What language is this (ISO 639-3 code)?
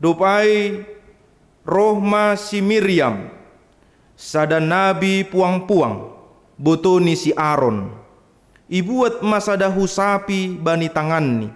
bts